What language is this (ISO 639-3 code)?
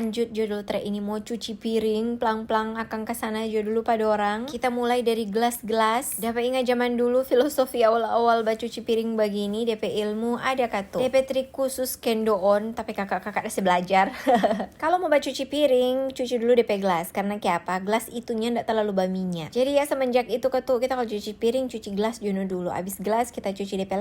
xmm